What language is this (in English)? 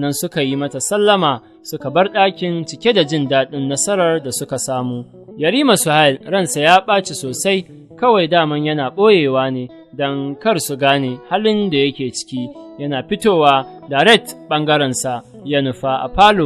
Hausa